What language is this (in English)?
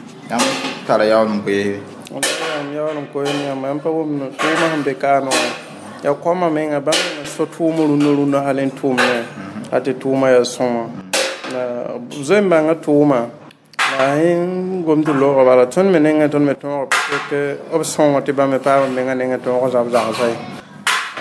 Mossi